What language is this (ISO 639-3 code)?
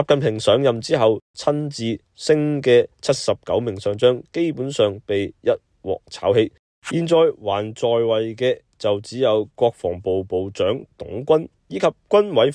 yue